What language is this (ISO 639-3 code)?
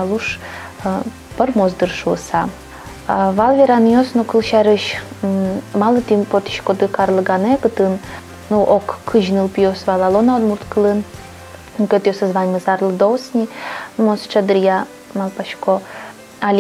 udm